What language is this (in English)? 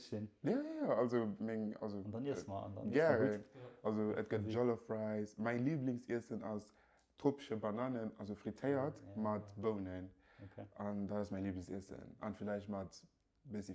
Luxembourgish